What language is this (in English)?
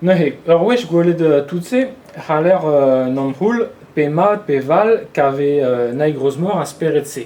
Breton